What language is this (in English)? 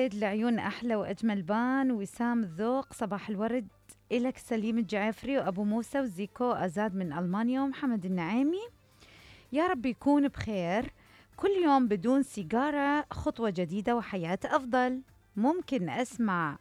Mesopotamian Arabic